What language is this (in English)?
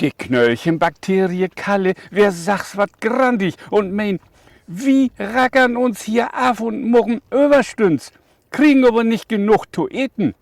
Low German